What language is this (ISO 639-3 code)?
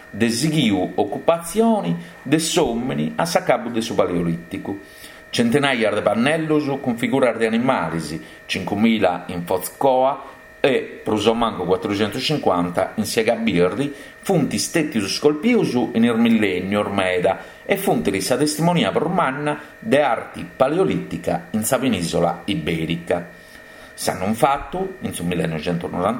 srd